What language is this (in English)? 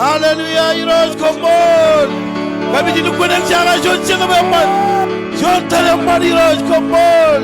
Marshallese